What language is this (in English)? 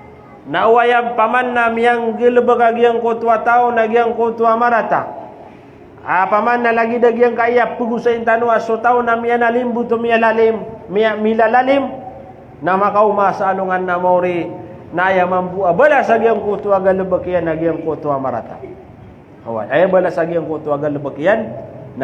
Maranao